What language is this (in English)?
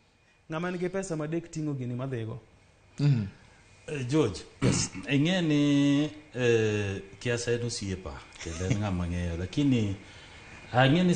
Luo (Kenya and Tanzania)